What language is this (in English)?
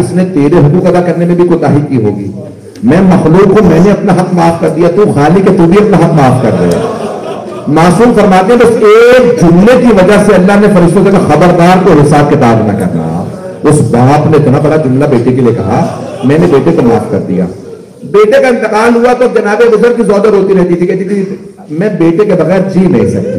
Urdu